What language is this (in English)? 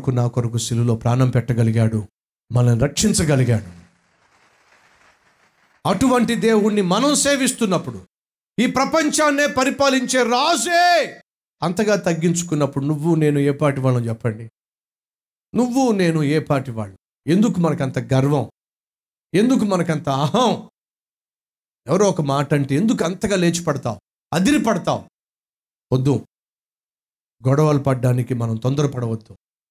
Telugu